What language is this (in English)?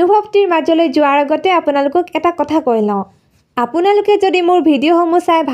Assamese